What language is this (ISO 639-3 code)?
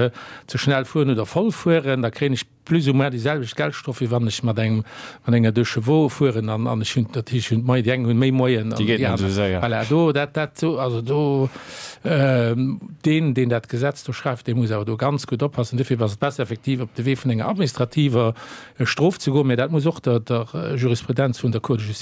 ltz